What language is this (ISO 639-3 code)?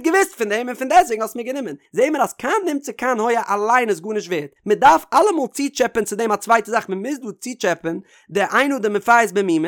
yid